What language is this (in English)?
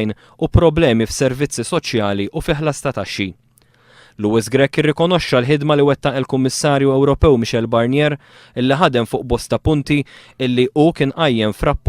Maltese